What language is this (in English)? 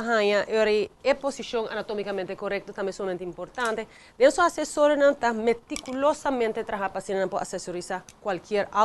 Papiamento